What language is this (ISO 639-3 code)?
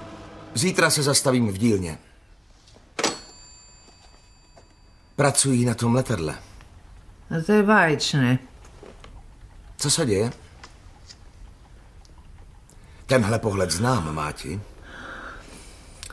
ces